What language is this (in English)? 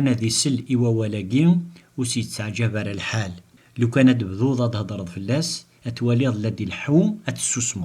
Kabyle